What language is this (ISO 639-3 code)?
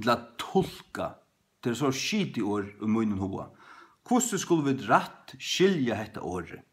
fao